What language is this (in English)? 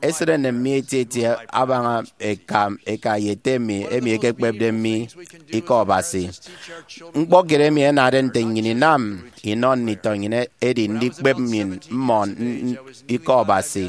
Efik